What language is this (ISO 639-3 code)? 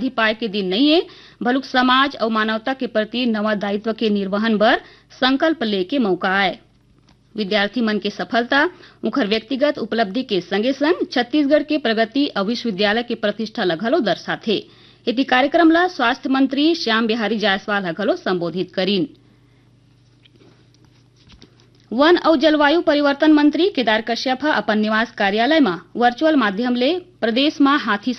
hne